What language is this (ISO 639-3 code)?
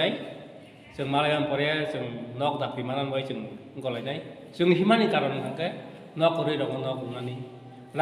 trp